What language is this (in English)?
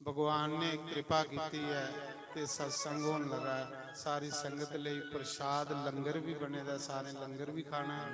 Dogri